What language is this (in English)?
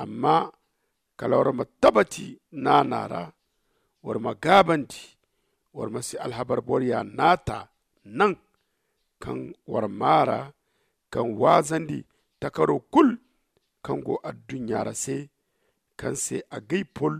Zarma